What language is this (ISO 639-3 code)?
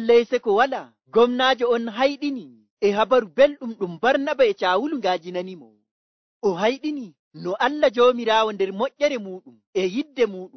fuv